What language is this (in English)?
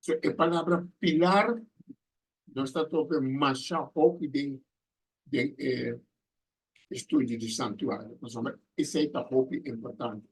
Papiamento